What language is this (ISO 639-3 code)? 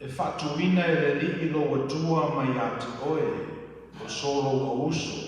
smo